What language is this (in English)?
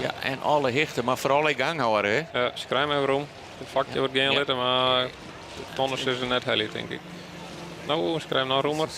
Western Frisian